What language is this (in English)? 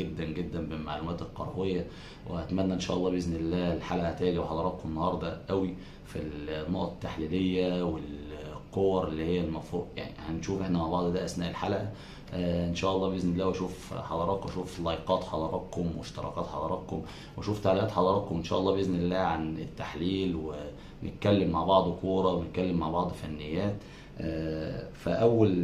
Egyptian Arabic